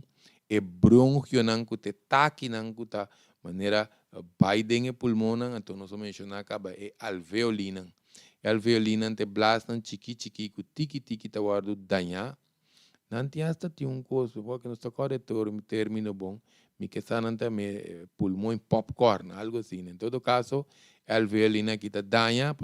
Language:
Papiamento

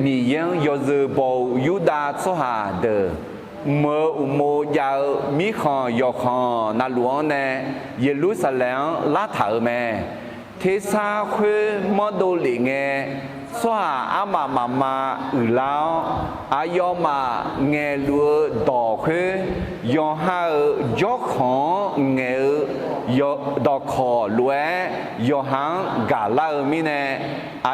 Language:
Akha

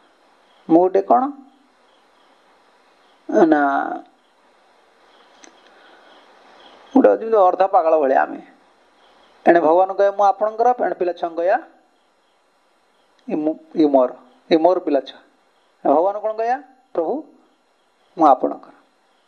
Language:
Odia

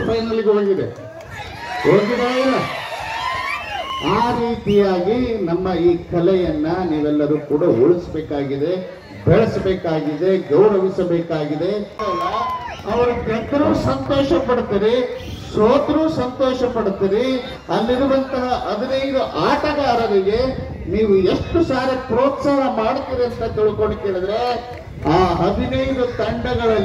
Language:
Kannada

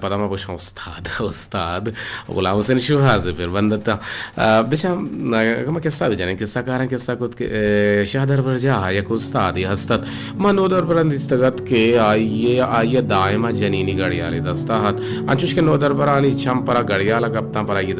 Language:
Eastern Balochi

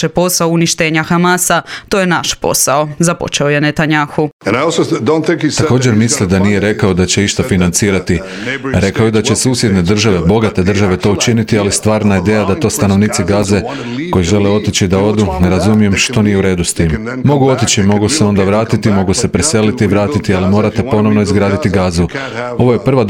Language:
Croatian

